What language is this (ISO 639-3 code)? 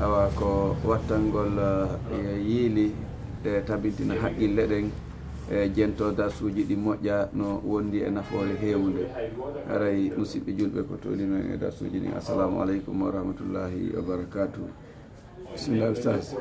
ful